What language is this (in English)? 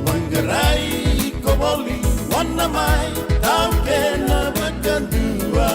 Fijian